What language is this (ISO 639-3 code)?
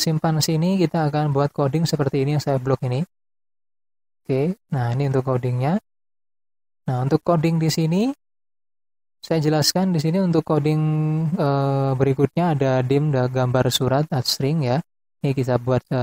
ind